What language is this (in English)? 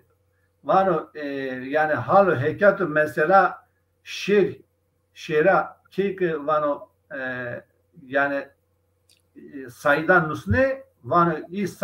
Zaza